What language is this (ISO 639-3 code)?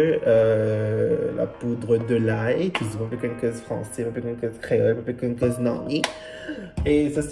mfe